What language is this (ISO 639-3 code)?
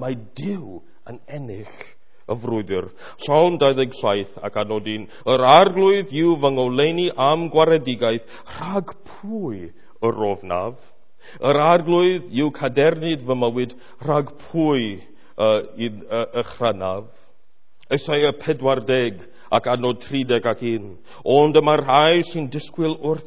cym